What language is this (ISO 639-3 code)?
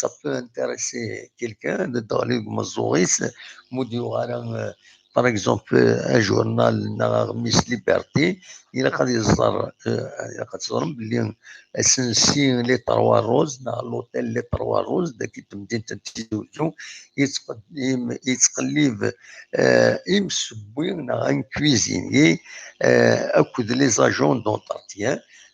kab